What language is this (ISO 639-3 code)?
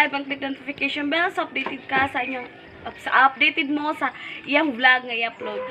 ceb